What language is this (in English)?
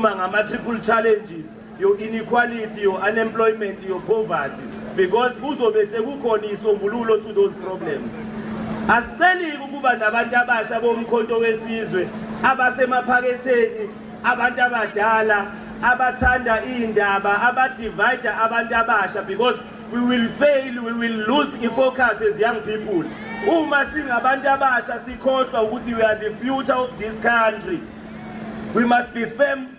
Zulu